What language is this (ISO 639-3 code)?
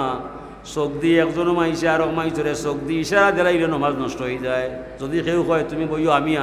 syl